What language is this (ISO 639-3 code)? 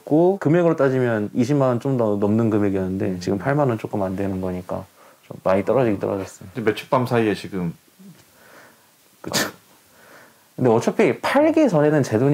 kor